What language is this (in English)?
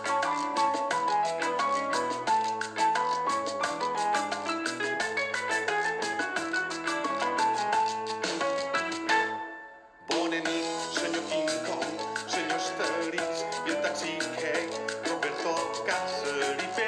Catalan